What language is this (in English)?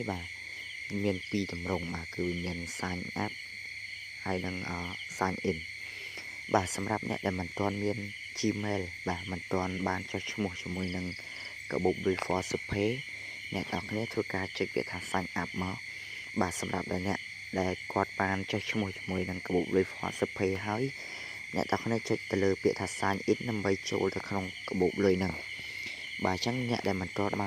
Khmer